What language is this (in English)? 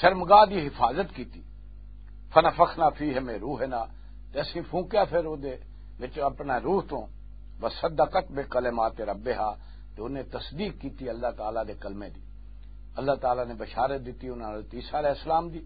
Western Panjabi